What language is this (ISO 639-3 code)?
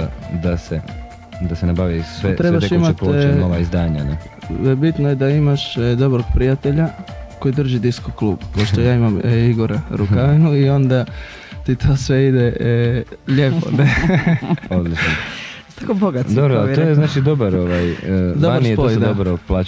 hrv